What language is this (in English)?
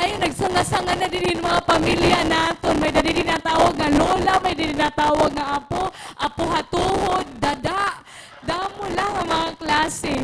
Waray